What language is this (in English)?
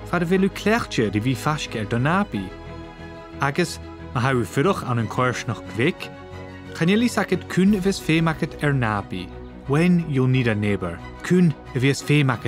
Scottish Gaelic